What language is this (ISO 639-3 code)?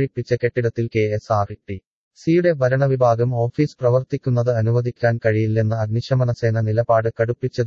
mal